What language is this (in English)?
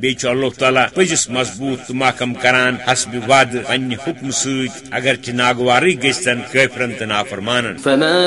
Kashmiri